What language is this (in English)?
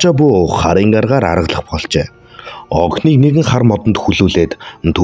Mongolian